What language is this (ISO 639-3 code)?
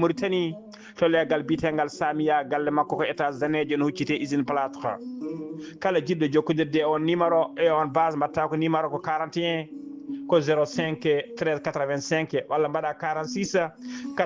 ful